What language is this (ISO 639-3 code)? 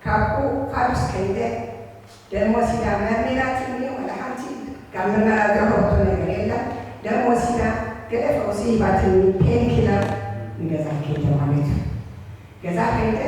tir